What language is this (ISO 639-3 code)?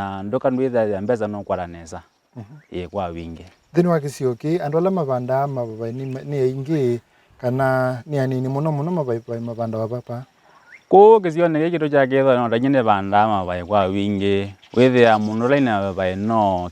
kam